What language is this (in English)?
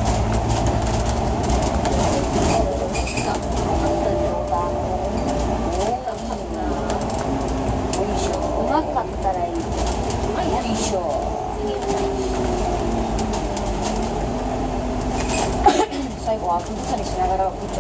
Japanese